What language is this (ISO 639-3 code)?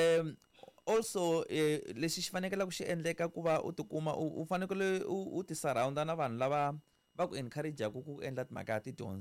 tso